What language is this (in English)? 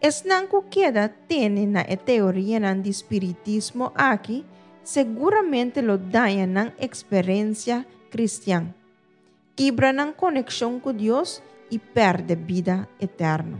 Papiamento